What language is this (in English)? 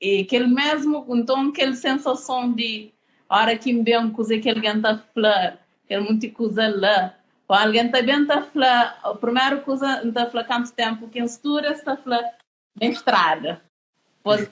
Kabuverdianu